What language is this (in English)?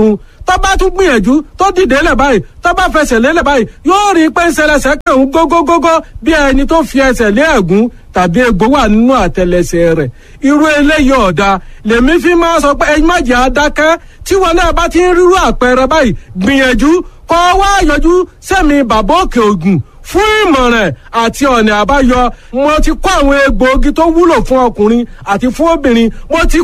Yoruba